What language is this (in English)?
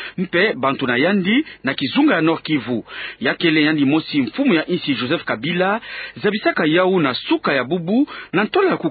Kituba (Democratic Republic of Congo)